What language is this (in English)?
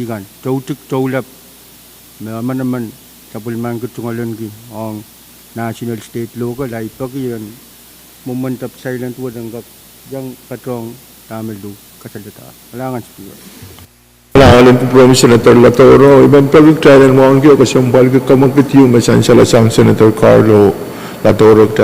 Pohnpeian